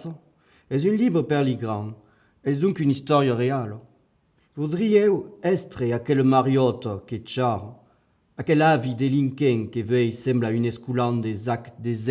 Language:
Occitan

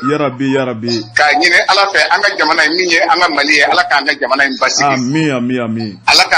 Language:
Bambara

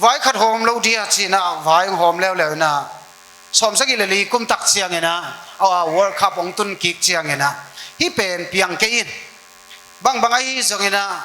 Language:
Tedim Chin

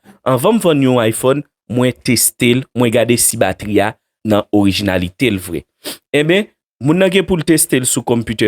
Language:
Haitian Creole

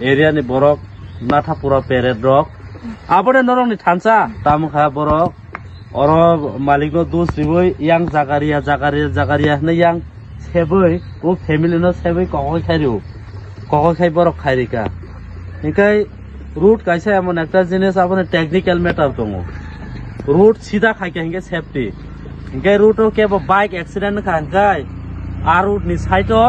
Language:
Kok Borok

